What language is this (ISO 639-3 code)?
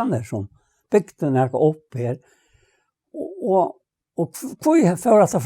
fao